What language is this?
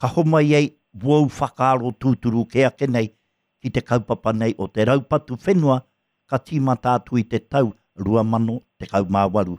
Māori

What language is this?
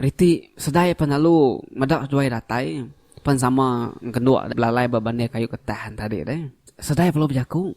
Iban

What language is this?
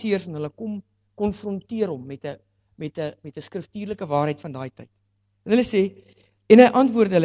Afrikaans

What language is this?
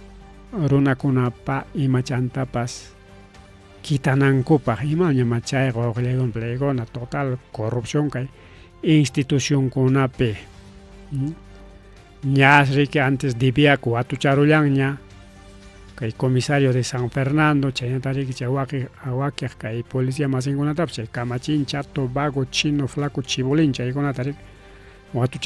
Ayacucho Quechua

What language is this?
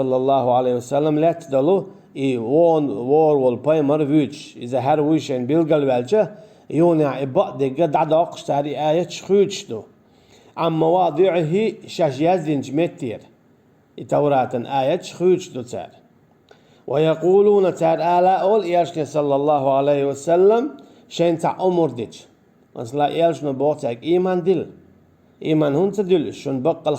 Chechen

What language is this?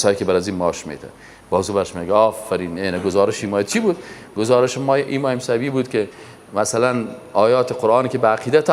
Persian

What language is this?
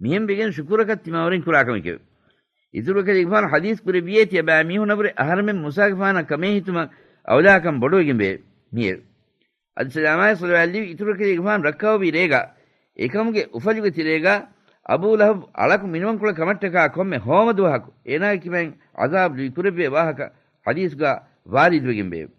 Divehi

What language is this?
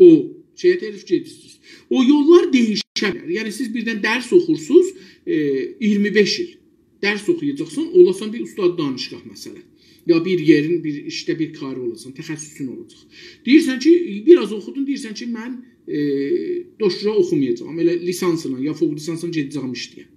South Azerbaijani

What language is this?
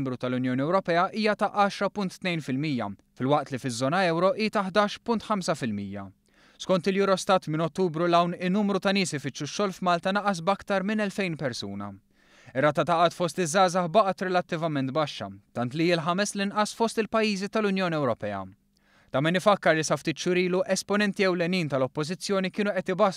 Maltese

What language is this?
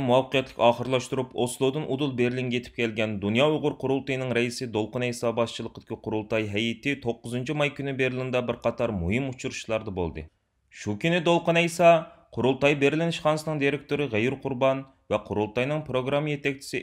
Uyghur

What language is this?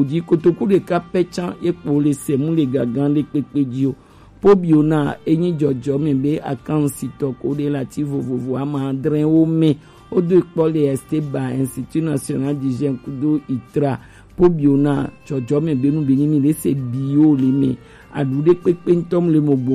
Gen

